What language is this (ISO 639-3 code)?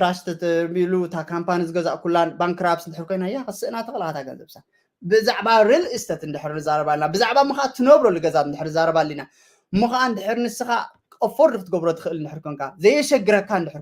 tir